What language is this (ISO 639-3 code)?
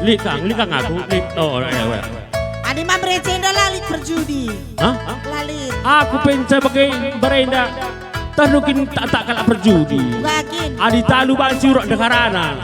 btx